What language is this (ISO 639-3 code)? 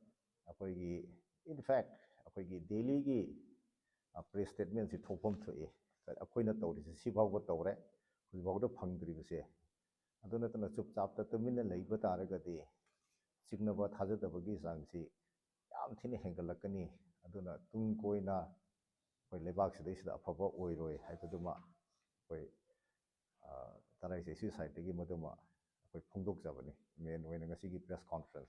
mni